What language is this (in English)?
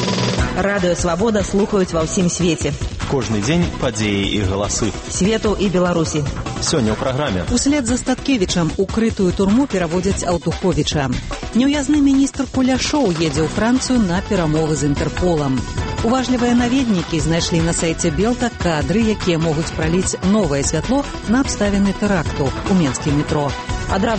Belarusian